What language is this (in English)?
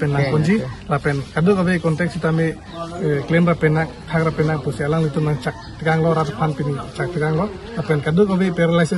Karbi